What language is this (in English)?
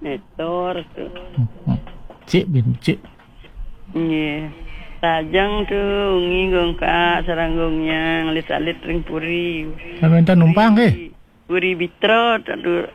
Balinese